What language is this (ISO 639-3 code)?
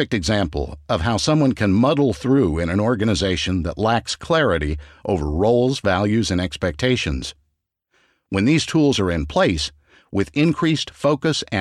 eng